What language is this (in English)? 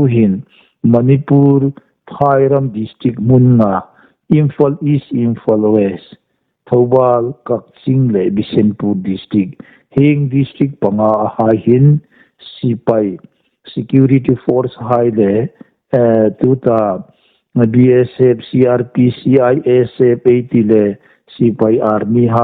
Hmar